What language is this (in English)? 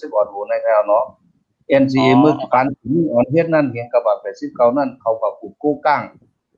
Shan